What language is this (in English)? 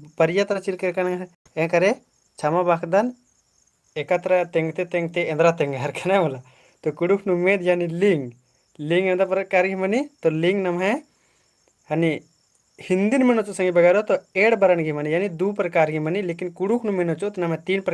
Kurukh